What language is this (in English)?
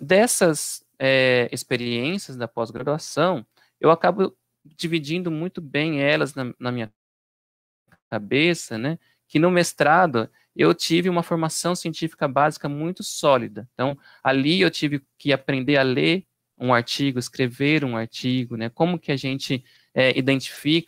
Portuguese